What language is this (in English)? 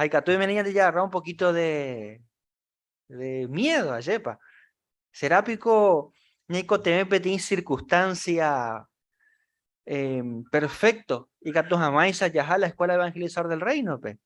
Guarani